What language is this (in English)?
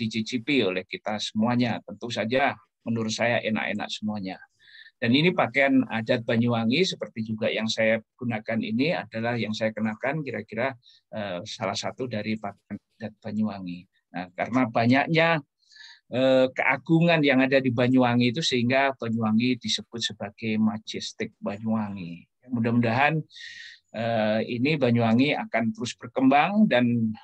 Indonesian